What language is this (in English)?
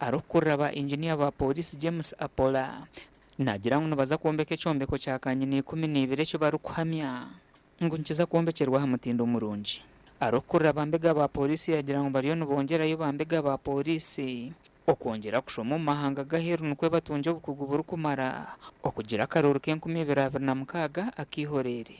Nyankole